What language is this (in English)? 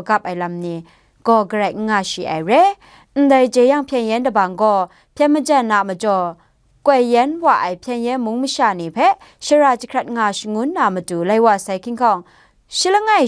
Kachin